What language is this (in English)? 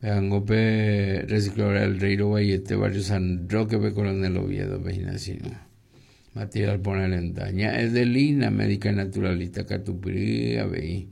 Guarani